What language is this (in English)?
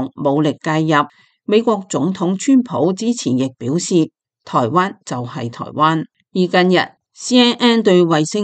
Cantonese